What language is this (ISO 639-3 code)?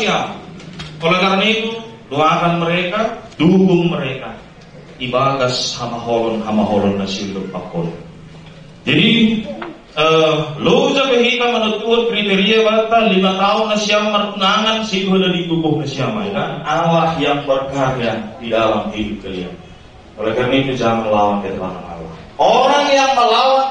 bts